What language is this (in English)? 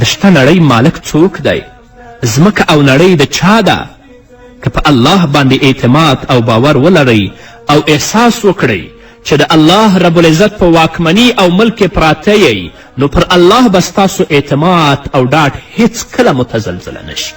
Pashto